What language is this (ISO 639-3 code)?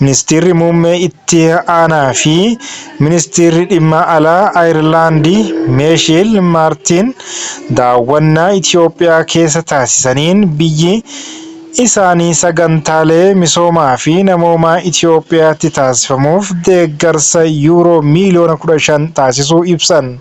orm